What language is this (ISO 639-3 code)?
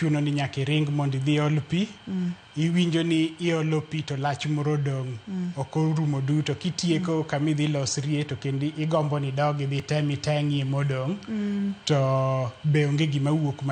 luo